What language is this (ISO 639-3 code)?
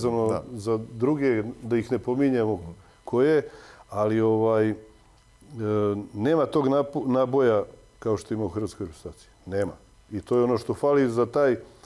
srp